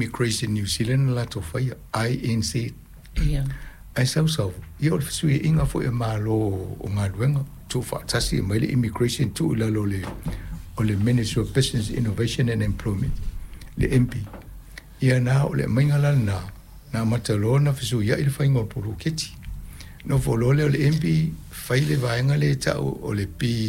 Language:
Samoan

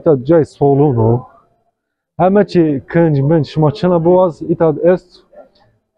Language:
Zaza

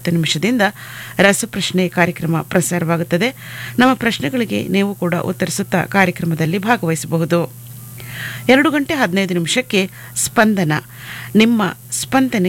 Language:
Kannada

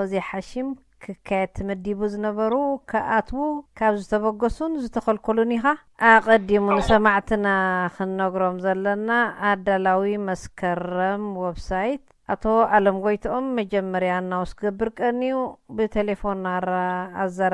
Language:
Tigrinya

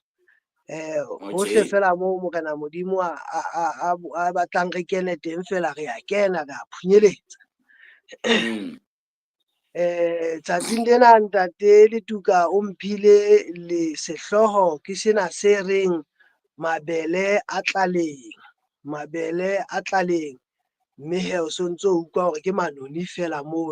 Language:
Southern Sotho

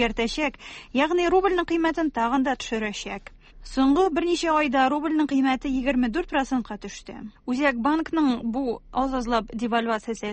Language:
Tatar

